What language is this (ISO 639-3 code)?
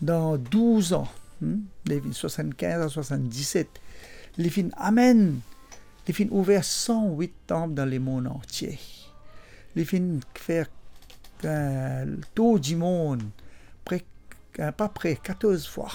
mfe